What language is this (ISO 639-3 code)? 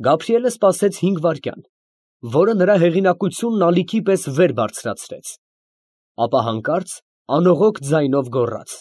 hye